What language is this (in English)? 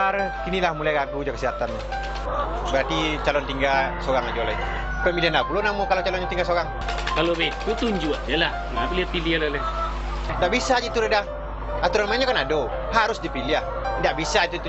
Minangkabau